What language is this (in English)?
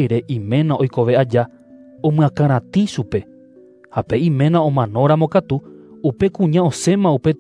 Guarani